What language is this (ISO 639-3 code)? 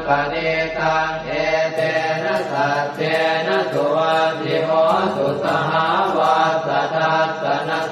pli